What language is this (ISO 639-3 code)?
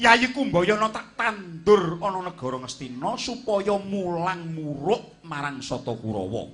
jav